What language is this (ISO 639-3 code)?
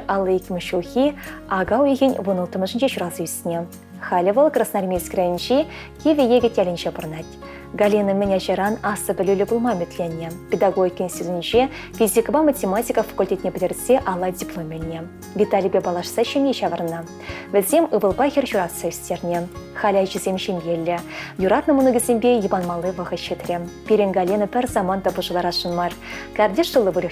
chv